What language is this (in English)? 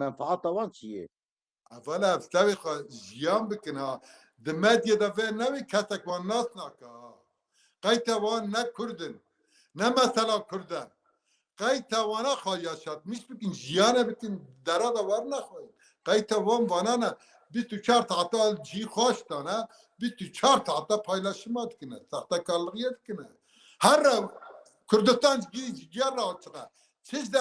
Kurdish